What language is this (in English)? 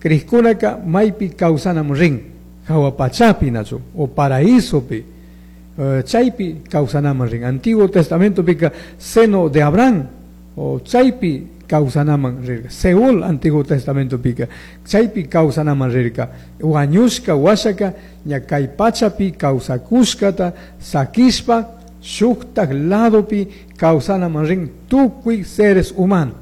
Chimborazo Highland Quichua